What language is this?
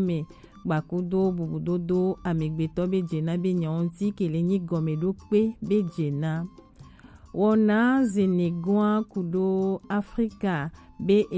Gen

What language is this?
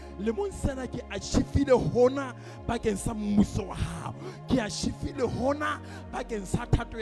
Southern Sotho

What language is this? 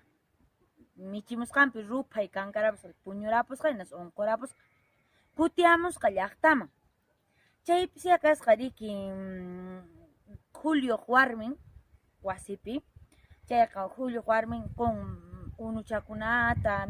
Quechua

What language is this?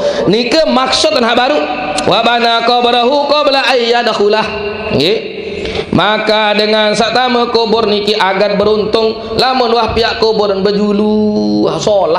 Sasak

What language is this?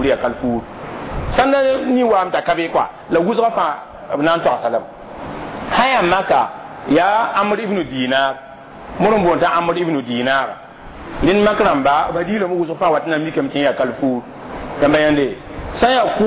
Mossi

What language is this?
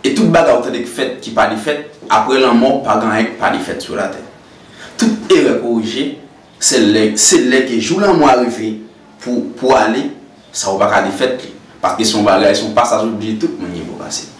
Haitian Creole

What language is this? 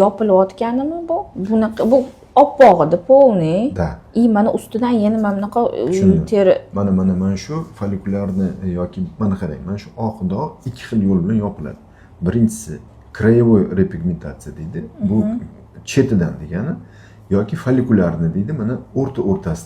Uzbek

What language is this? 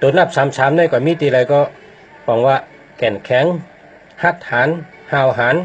Shan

